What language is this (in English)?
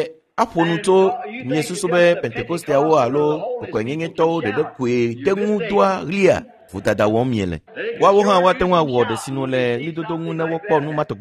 Ewe